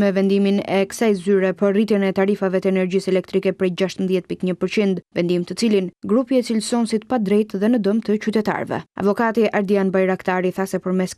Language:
Albanian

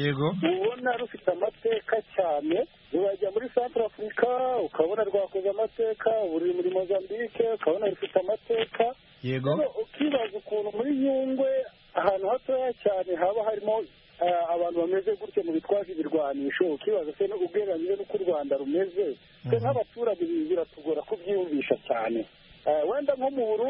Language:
Kinyarwanda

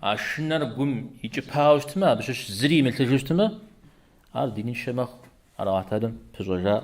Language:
Kabardian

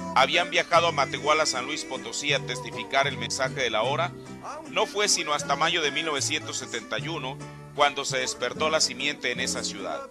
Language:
Spanish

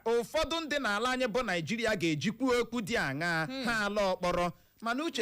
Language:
Igbo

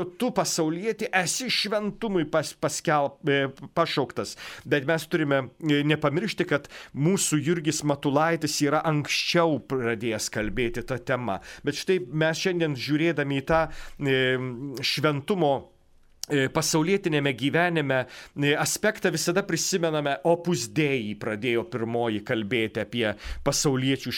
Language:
Lithuanian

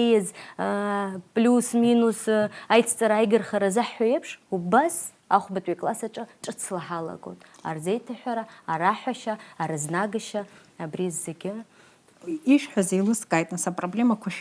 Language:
Abkhazian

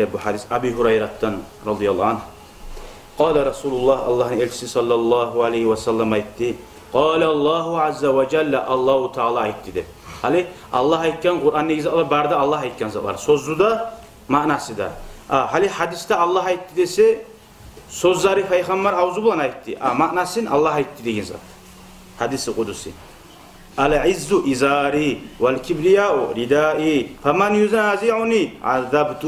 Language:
Kumyk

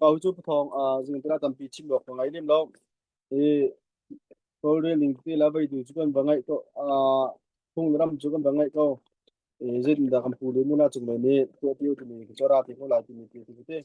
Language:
Hakha Chin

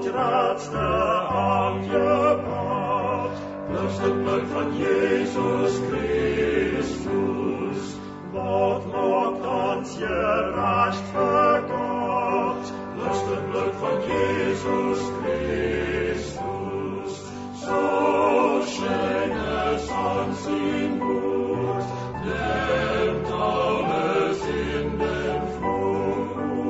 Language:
Plautdietsch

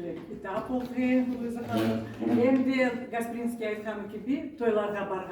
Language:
Crimean Tatar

